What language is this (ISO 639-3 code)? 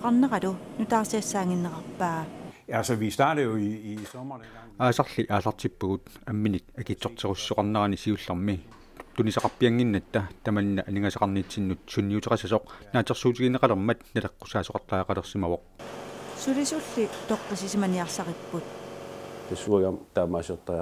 kal